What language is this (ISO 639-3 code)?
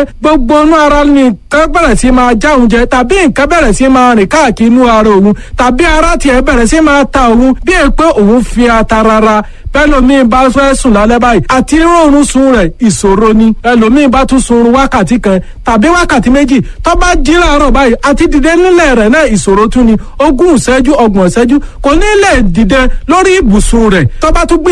yor